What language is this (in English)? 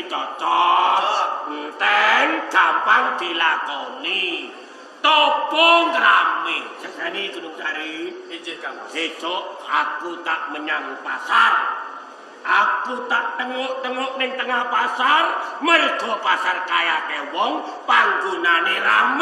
Javanese